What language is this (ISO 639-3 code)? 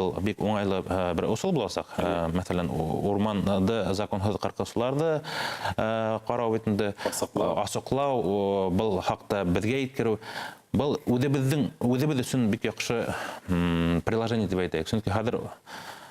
bak